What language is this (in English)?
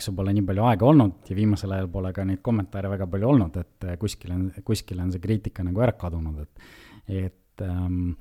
Estonian